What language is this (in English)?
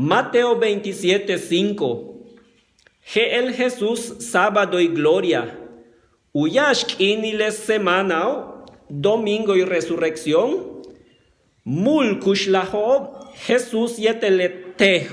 Yucateco